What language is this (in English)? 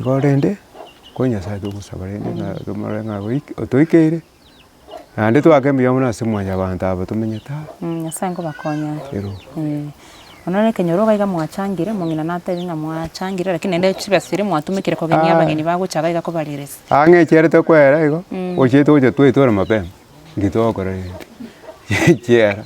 Gusii